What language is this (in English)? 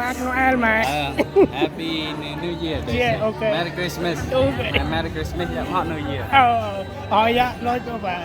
Central Mnong